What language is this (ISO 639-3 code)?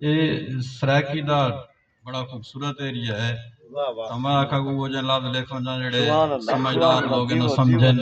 skr